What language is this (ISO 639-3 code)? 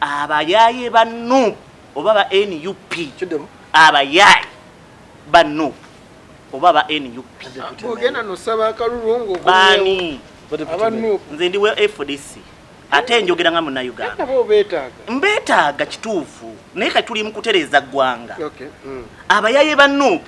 lug